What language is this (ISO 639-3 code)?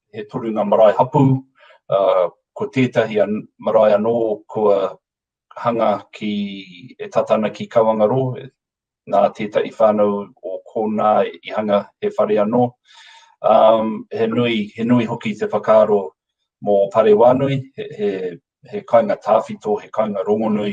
mri